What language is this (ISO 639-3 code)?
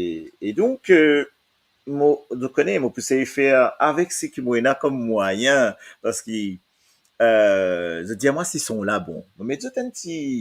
mfe